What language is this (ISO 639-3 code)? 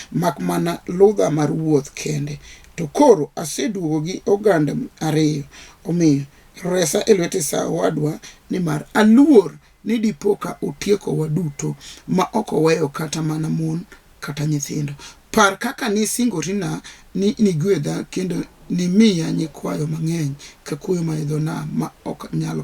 luo